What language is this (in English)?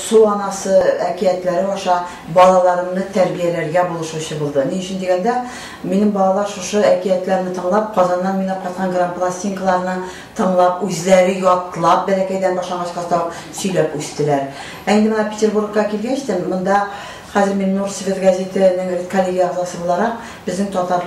Tatar